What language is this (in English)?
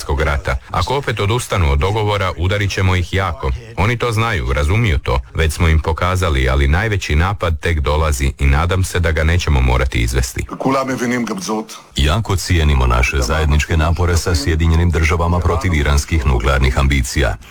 Croatian